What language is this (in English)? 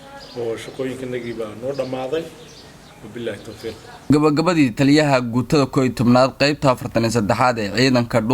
Somali